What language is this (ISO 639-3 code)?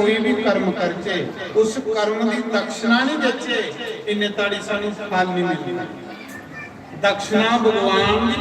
doi